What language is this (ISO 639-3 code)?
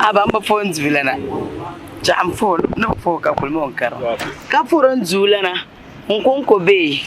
dag